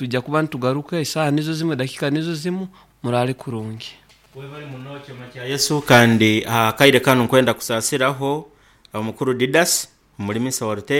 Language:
Nyoro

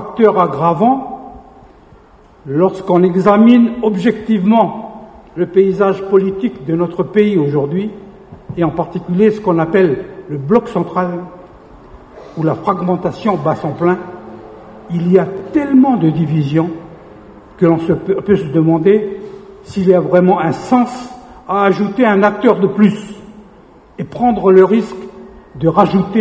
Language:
French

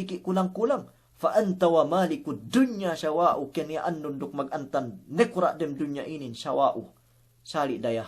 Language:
Yakan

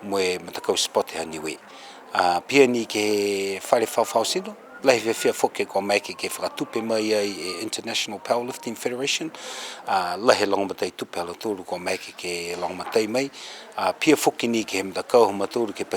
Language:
Niuean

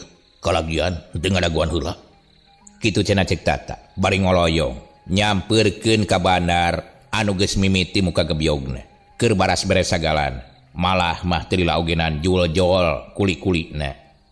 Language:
Sundanese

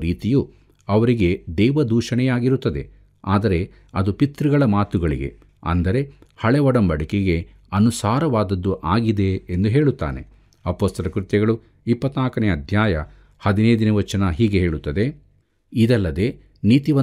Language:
Kannada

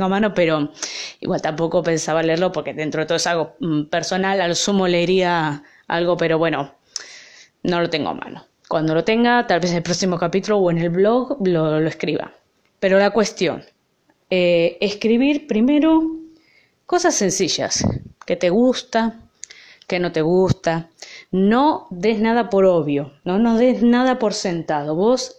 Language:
Spanish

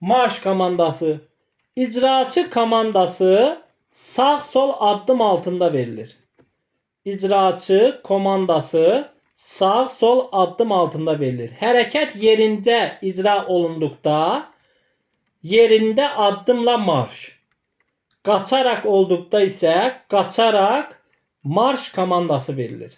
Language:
Azerbaijani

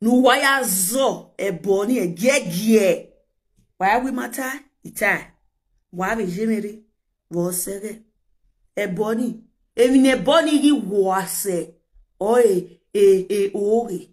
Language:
Nigerian Pidgin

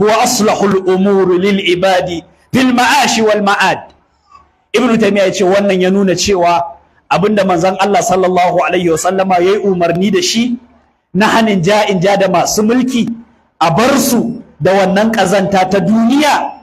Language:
Hausa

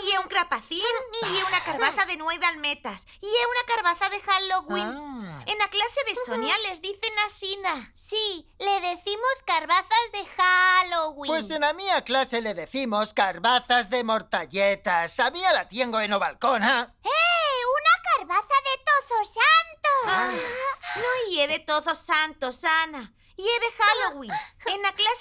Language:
Aragonese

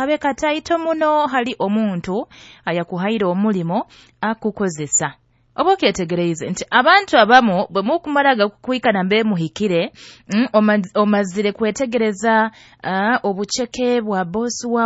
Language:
Nyoro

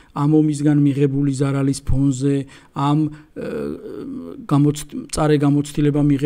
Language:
Georgian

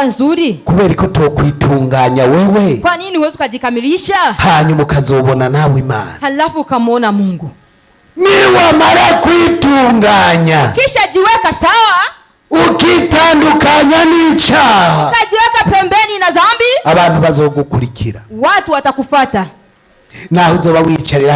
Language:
Rundi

